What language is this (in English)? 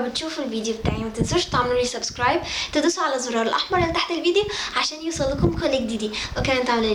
Egyptian Arabic